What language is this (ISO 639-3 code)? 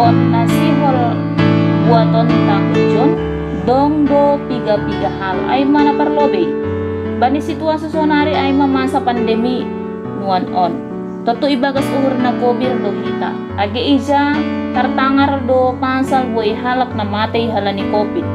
bts